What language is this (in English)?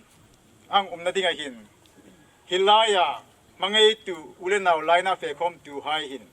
Hmar